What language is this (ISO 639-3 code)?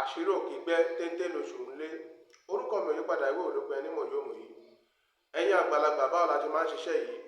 yor